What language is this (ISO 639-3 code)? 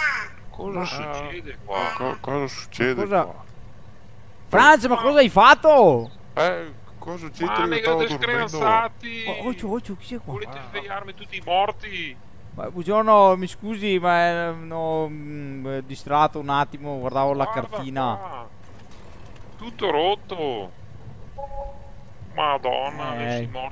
ita